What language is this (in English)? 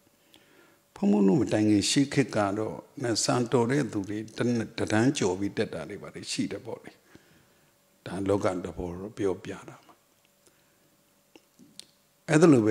Burmese